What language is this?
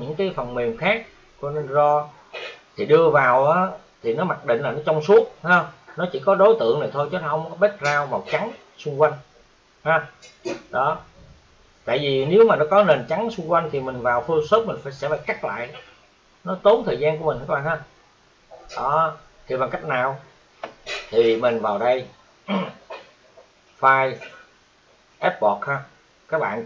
Vietnamese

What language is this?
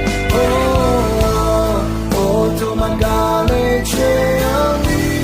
Akha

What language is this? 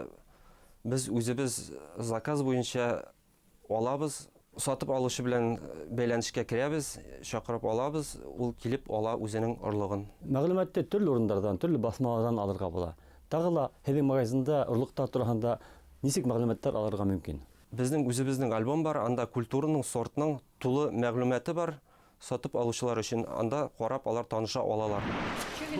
Bashkir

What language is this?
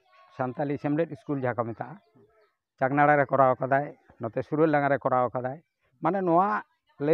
Santali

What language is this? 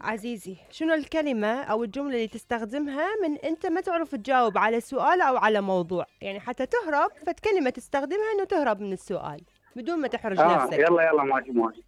Mesopotamian Arabic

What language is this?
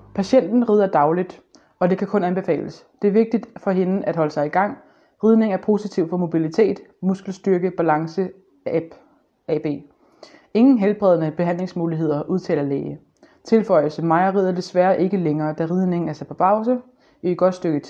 Danish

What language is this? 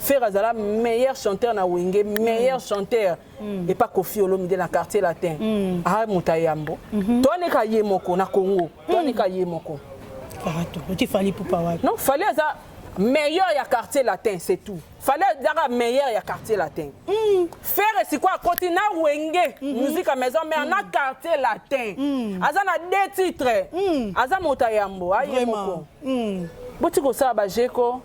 Lingala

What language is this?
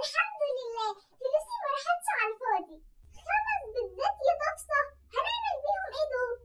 Egyptian Arabic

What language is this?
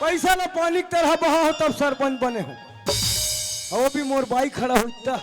Chhattisgarhi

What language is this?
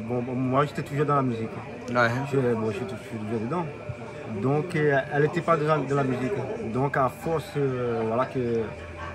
Réunion Creole French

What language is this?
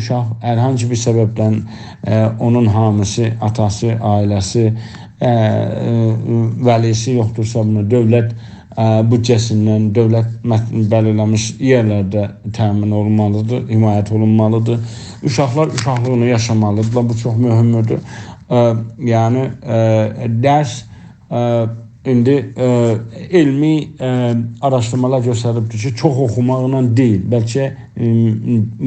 South Azerbaijani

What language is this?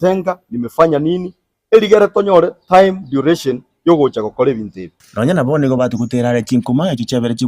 Gusii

